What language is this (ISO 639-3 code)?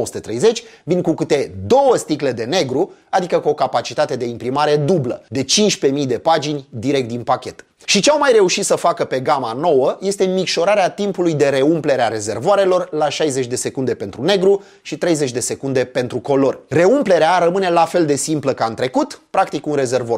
ron